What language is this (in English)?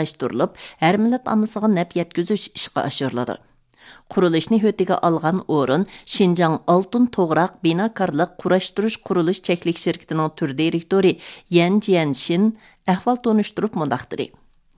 Uyghur